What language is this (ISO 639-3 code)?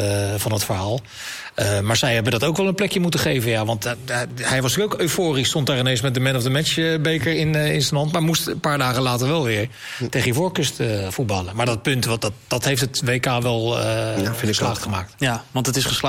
nld